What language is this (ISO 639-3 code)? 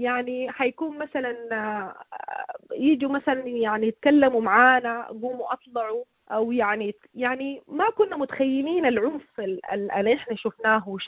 apd